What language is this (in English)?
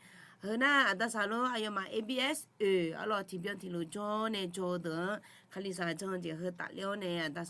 Akha